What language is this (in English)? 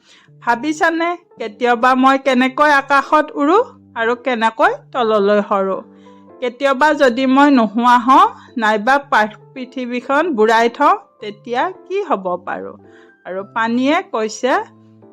Assamese